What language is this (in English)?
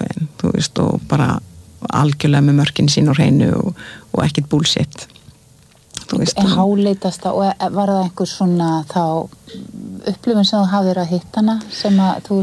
Icelandic